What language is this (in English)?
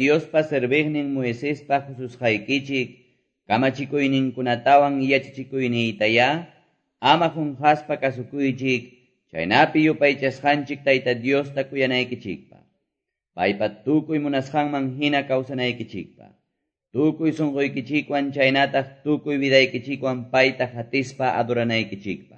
Quechua